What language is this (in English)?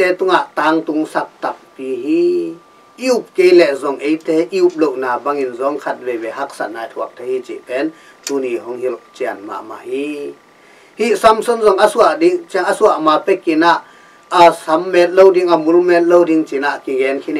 Tedim Chin